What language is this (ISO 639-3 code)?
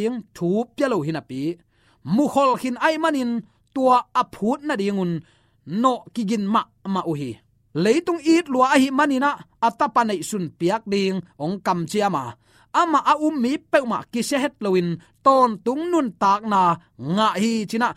ctd